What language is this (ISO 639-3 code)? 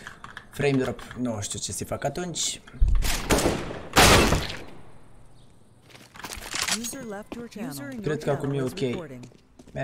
ron